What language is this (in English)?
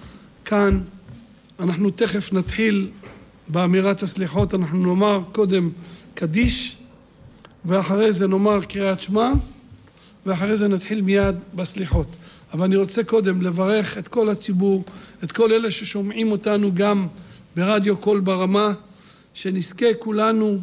Hebrew